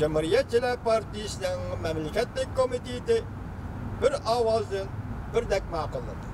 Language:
Uyghur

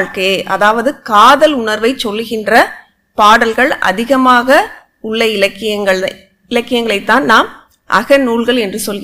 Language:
Tamil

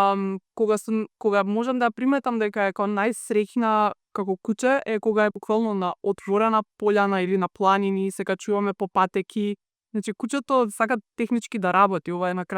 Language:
Macedonian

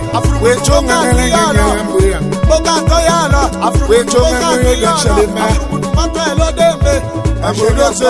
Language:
Tetela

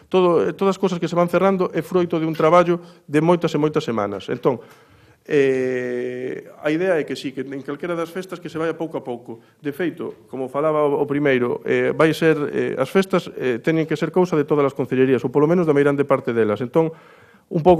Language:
Galician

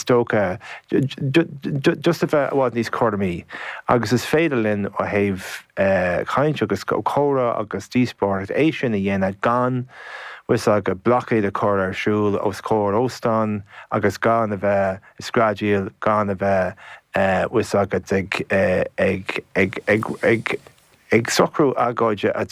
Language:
Irish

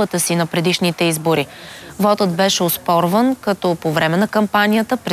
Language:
Bulgarian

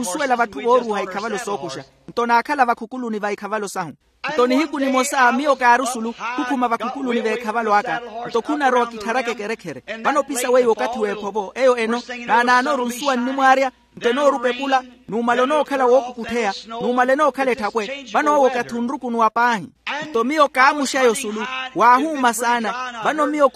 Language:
Makhuwa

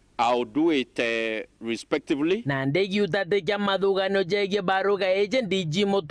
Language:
Meru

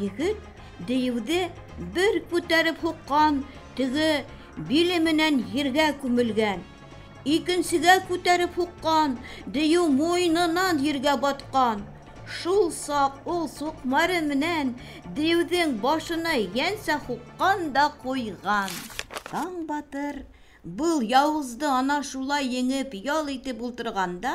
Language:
Bashkir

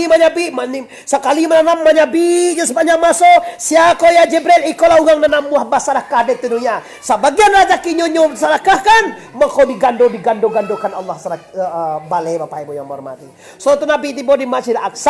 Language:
Minangkabau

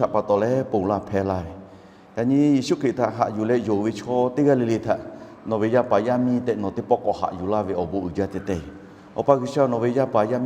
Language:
Lahu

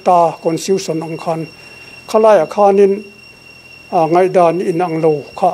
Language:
Mizo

